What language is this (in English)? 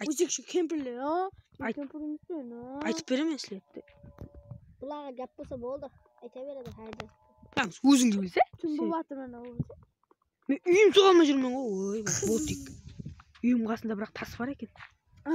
Kara-Kalpak